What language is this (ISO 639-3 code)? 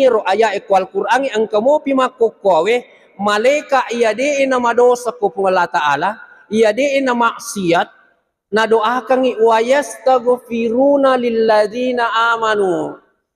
bug